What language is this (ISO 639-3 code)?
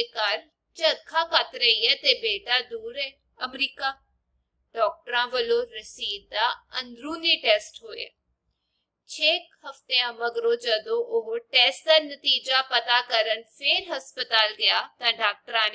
pan